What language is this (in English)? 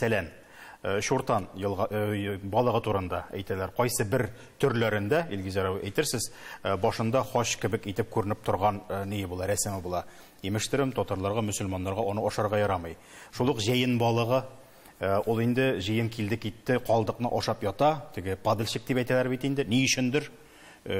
Tatar